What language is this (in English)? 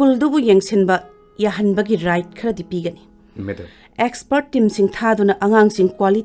Manipuri